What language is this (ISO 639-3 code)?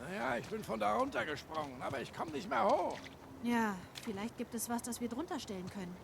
gsw